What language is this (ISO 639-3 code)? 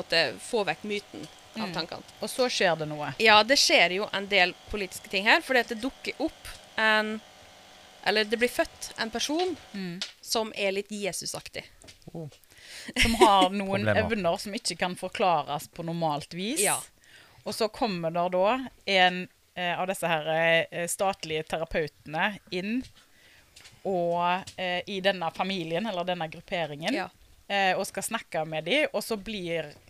nor